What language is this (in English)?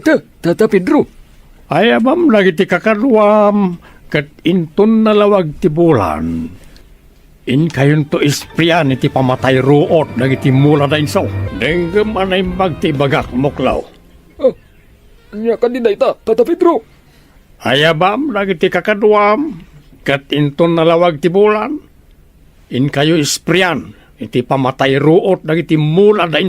Iloko